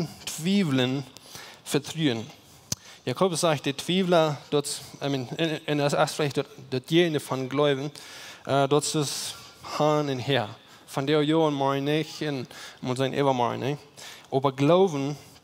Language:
Plautdietsch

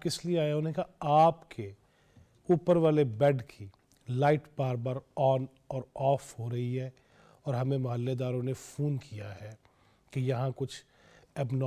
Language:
Urdu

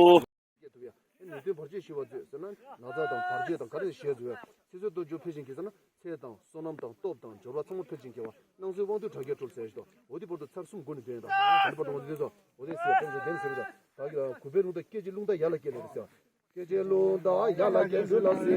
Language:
Tibetan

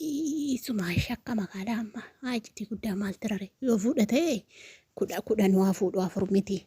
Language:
Oromo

